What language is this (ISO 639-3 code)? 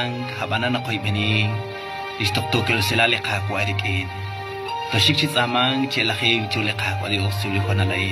kek